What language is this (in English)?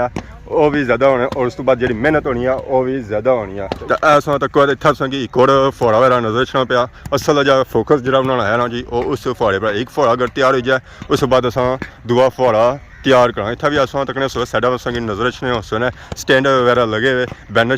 Pahari-Potwari